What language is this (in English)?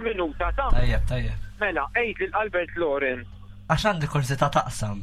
Maltese